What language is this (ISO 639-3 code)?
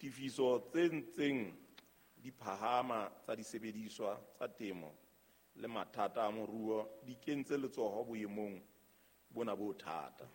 sot